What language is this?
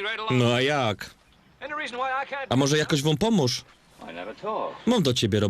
Silesian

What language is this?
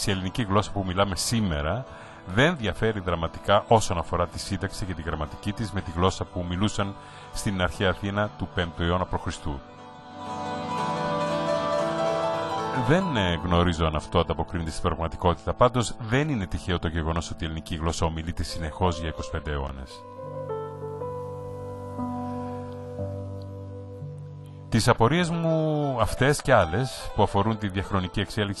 Greek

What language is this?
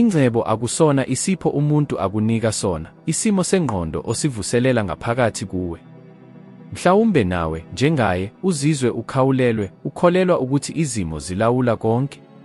Zulu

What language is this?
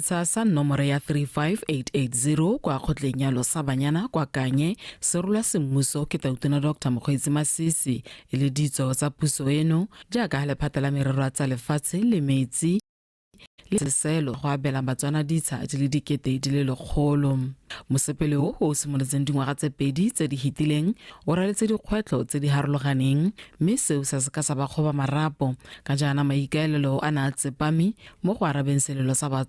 Tswana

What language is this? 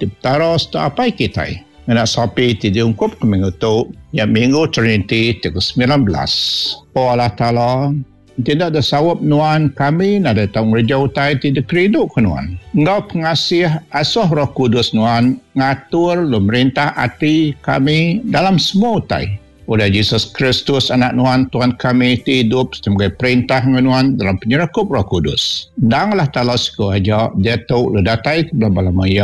Iban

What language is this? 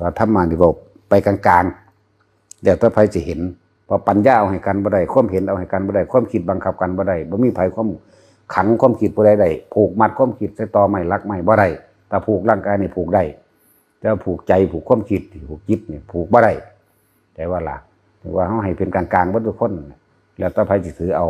Northeastern Thai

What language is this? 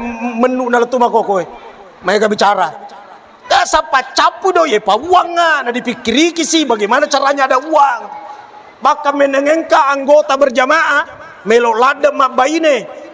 Buginese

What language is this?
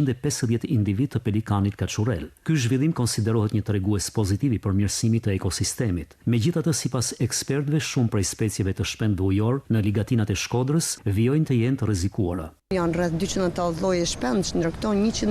Albanian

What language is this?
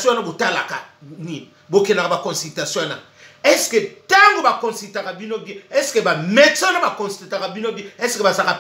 Lingala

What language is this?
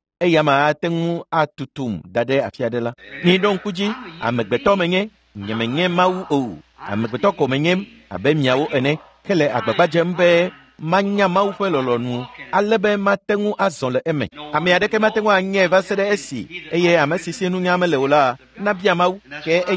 Ewe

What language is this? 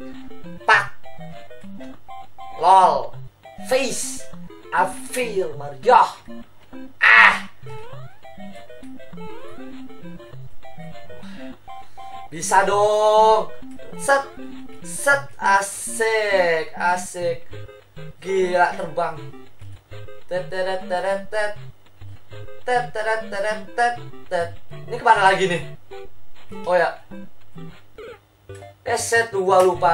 Indonesian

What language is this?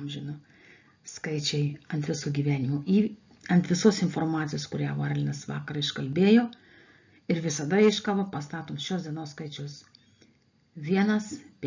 Lithuanian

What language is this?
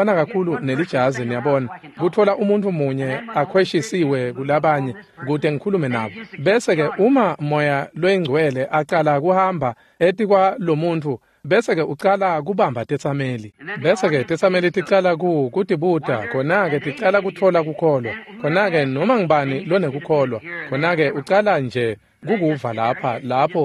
Swati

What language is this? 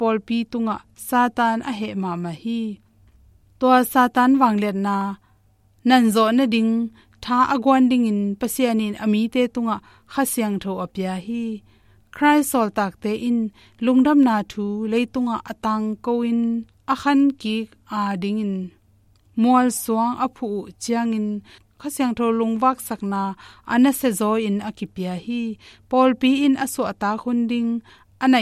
Tedim Chin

